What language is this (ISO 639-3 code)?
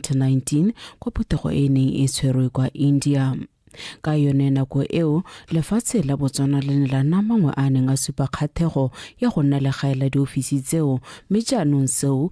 tsn